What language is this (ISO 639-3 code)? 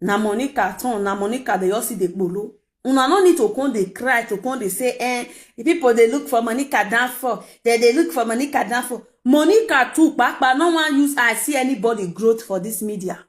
pcm